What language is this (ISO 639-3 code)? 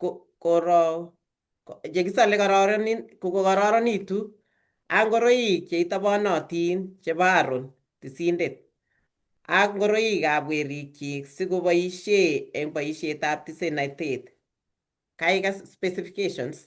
kln